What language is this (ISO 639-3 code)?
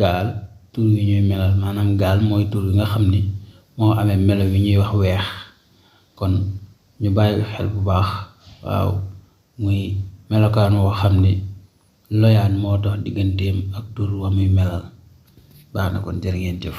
wol